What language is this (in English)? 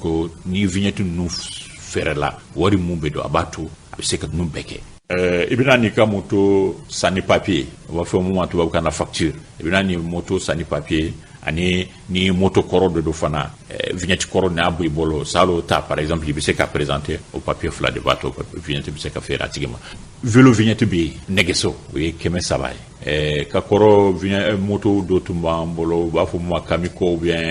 Bambara